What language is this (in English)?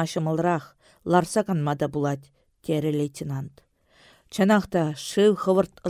Chuvash